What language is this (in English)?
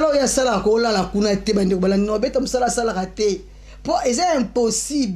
Lingala